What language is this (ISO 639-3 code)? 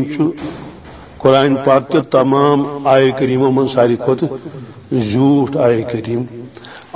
kas